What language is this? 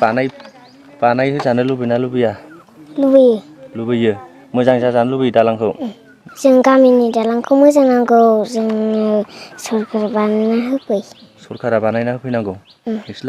Bodo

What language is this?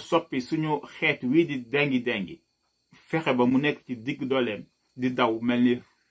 Wolof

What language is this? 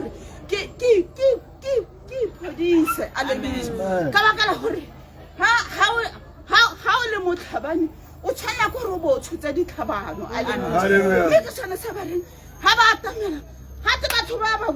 Tswana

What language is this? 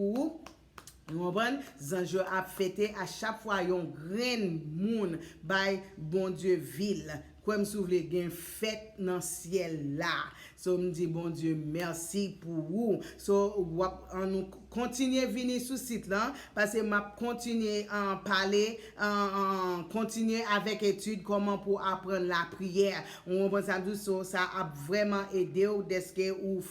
Haitian Creole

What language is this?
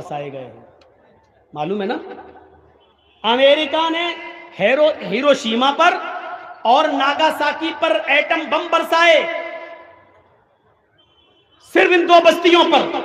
Urdu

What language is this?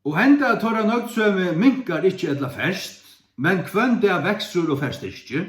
Faroese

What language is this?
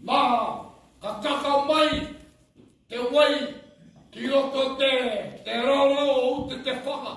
Māori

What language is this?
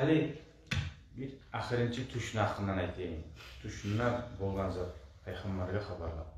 Kumyk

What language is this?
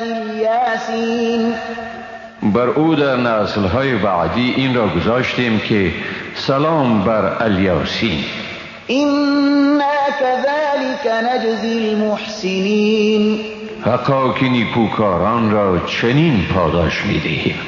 Persian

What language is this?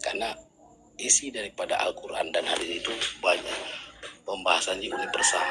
Achinese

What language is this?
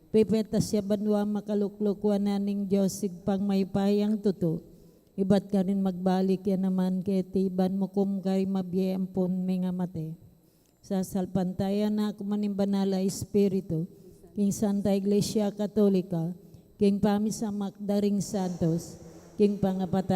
Pampanga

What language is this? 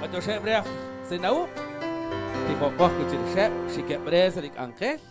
Kekchí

